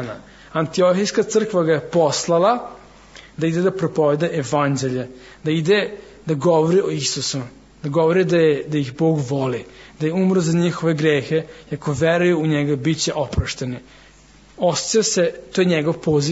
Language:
Serbian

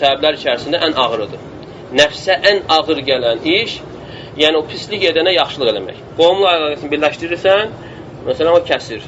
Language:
Azerbaijani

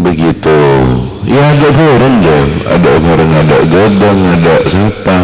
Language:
Madurese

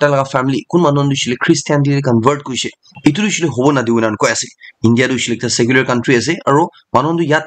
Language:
Naga Pidgin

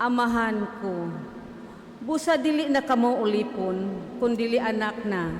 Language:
Cebuano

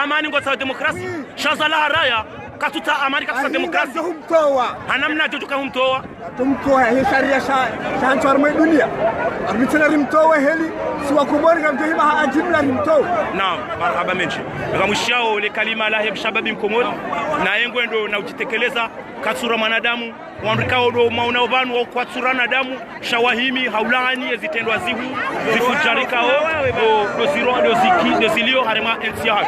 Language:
Ngazidja Comorian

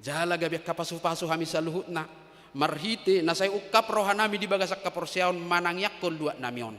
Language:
Batak Toba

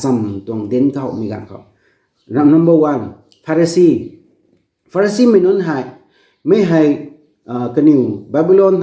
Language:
Rongmei Naga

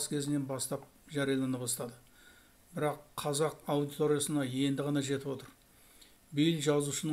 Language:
Kazakh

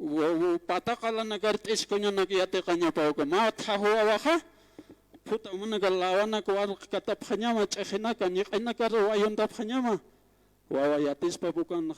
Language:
Aymara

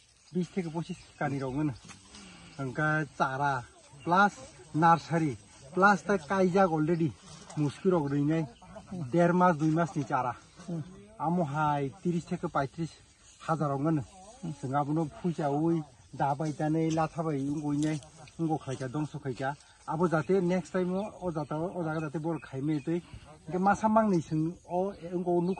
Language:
Kok Borok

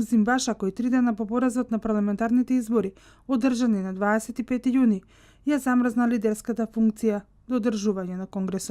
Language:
Macedonian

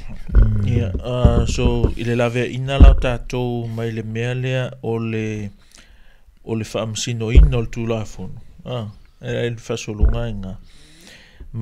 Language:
Samoan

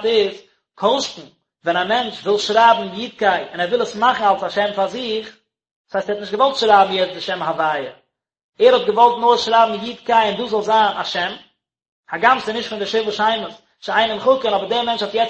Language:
Yiddish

